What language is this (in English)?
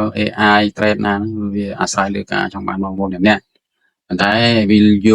Khmer